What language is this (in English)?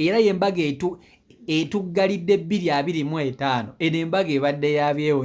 Ganda